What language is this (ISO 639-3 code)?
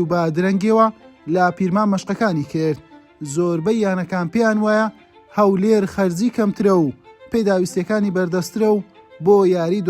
ckb